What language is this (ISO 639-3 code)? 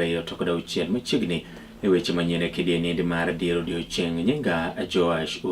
luo